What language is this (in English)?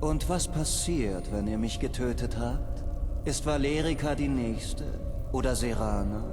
Bavarian